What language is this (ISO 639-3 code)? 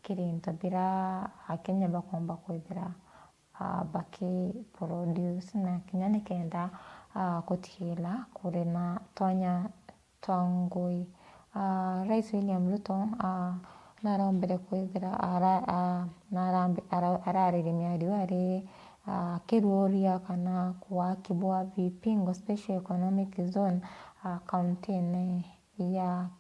mer